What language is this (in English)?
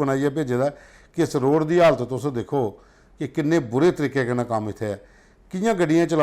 Dogri